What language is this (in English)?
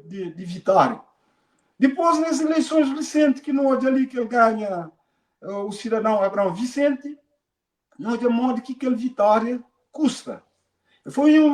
Kabuverdianu